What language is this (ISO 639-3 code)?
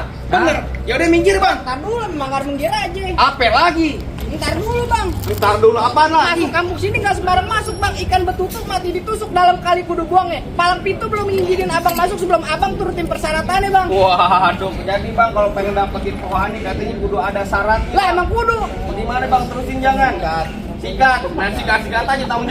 bew